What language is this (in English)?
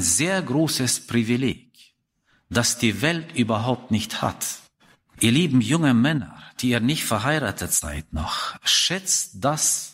German